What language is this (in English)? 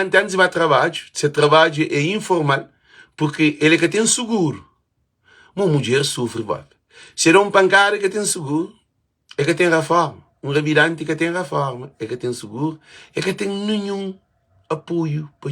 Kabuverdianu